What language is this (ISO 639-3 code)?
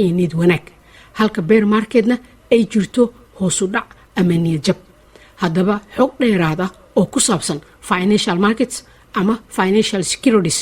som